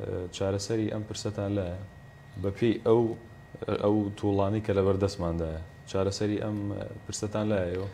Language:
Central Kurdish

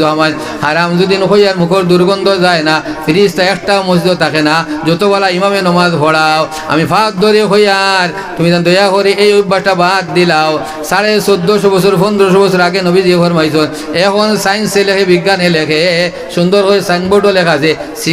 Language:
Sylheti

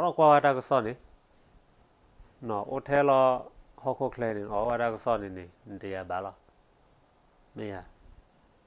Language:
S'gaw Karen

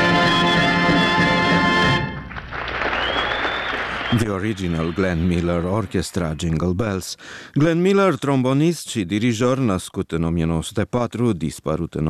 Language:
Romanian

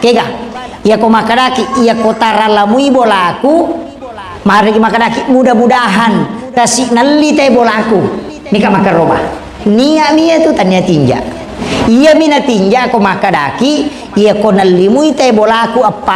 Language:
Buginese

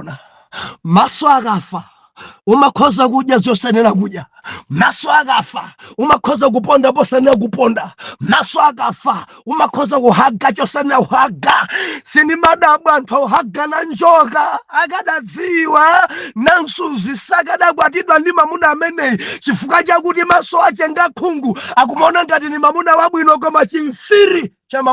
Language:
Nyanja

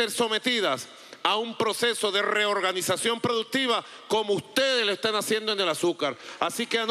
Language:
Spanish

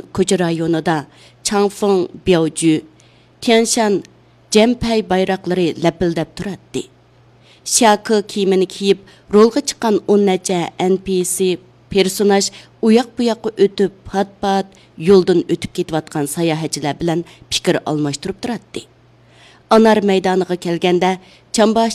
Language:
Uyghur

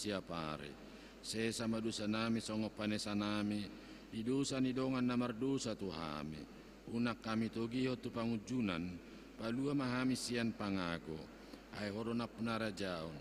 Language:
Batak Toba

